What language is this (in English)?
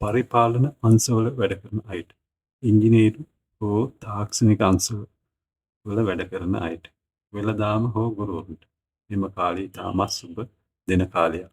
Sinhala